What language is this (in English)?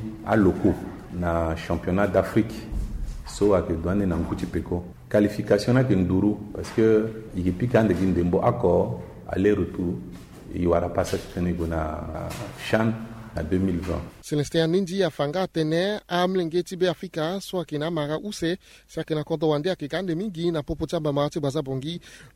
Sango